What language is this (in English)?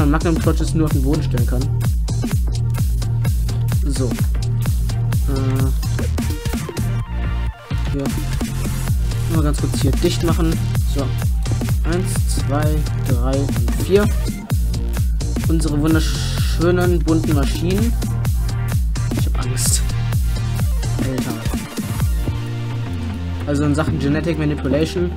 German